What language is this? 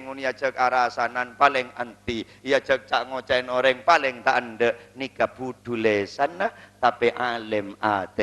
Madurese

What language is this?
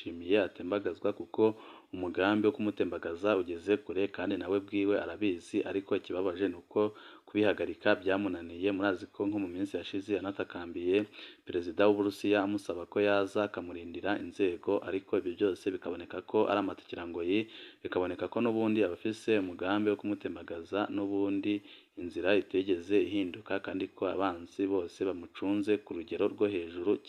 Rundi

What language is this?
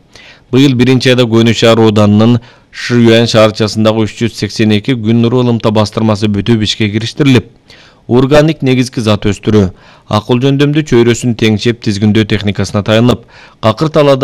Kyrgyz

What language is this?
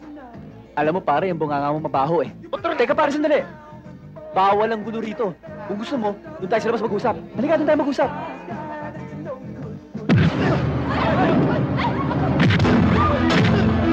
Filipino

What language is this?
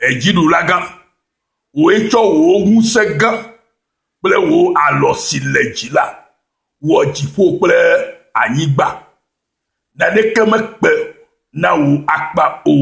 Ewe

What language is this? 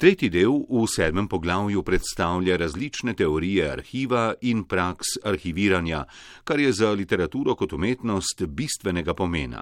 Slovenian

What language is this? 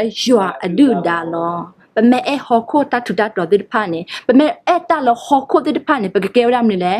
S'gaw Karen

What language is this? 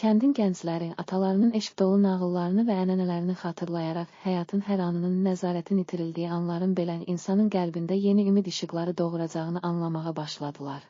Azerbaijani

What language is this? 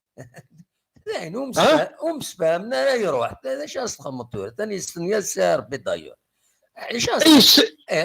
Kabyle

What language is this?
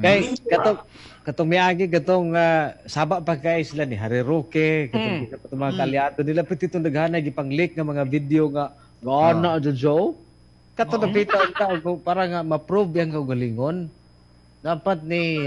Cebuano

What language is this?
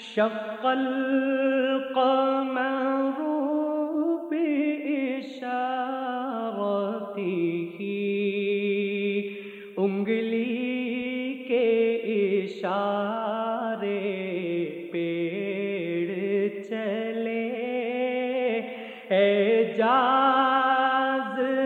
Urdu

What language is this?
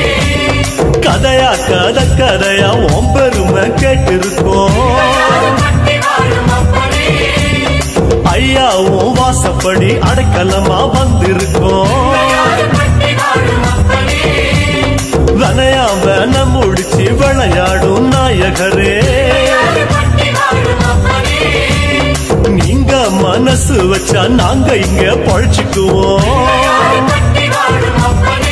Tamil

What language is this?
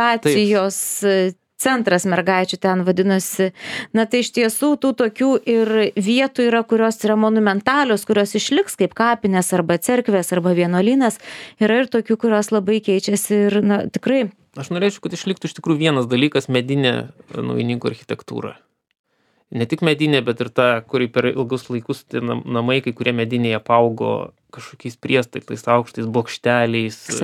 Lithuanian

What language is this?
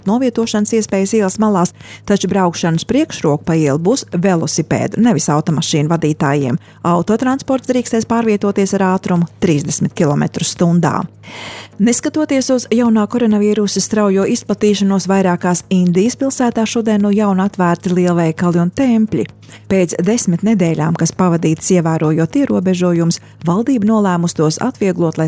Latvian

